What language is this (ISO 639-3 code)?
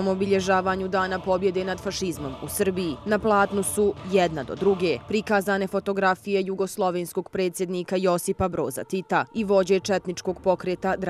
bos